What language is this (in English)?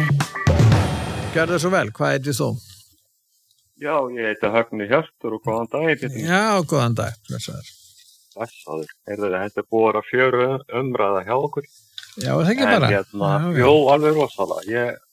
Icelandic